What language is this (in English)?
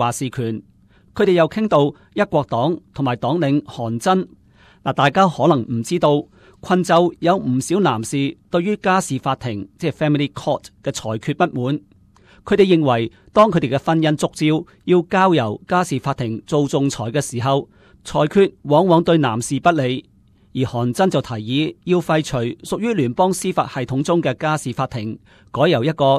Cantonese